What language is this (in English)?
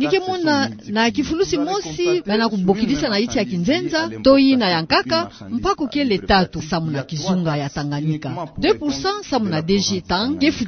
Kituba (Democratic Republic of Congo)